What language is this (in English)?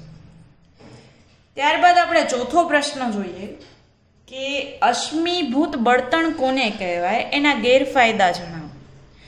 Gujarati